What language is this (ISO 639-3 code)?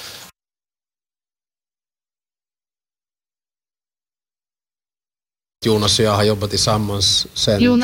nor